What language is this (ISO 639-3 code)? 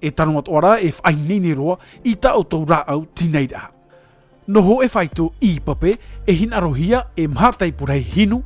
tah